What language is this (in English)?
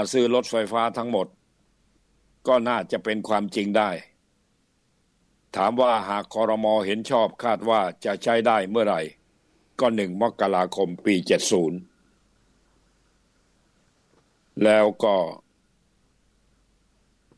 Thai